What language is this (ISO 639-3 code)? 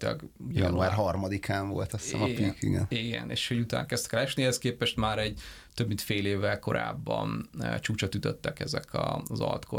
hun